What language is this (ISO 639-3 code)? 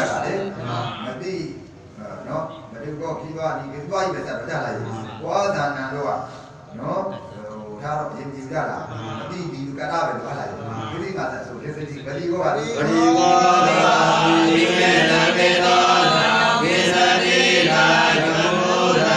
mya